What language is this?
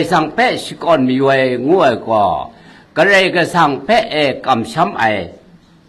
Kachin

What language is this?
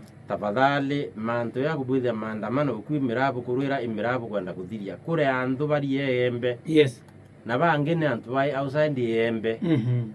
Meru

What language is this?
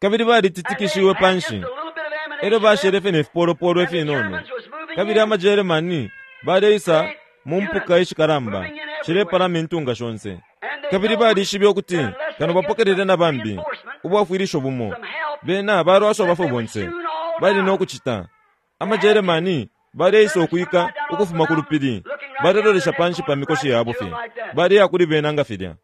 Bemba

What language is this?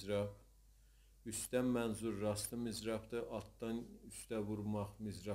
South Azerbaijani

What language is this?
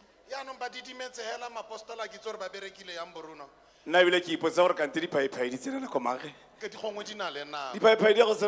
Tswana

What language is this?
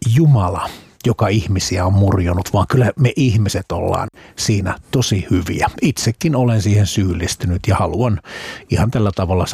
Finnish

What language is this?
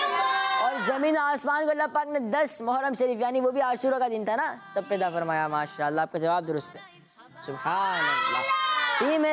Hindi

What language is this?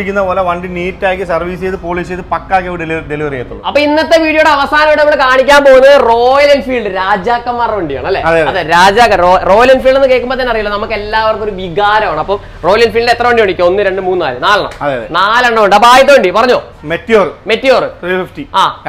Malayalam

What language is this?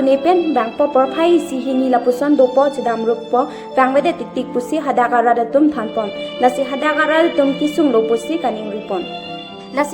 Karbi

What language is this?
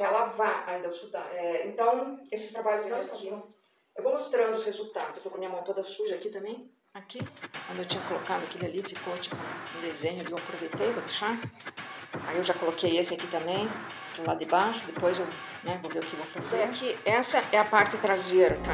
Portuguese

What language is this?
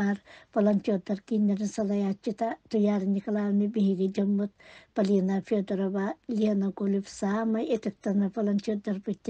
Yakut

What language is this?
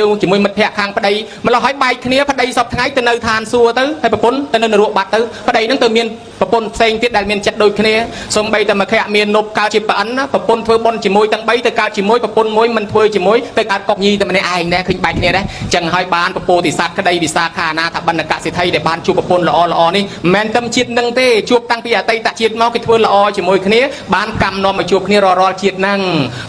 Khmer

